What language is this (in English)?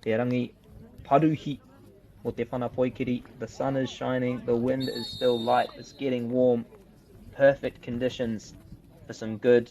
Māori